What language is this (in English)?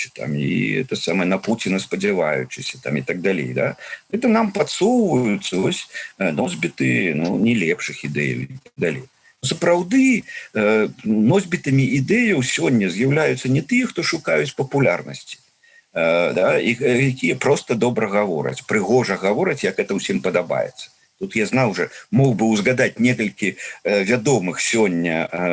Belarusian